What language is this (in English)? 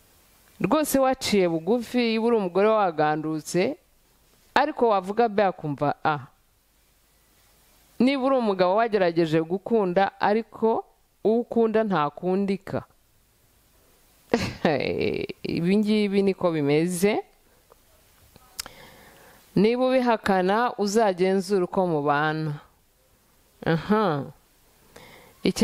Kinyarwanda